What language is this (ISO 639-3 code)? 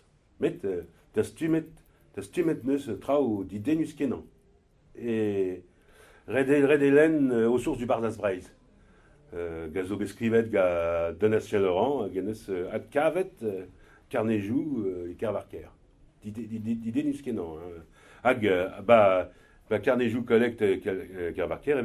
bre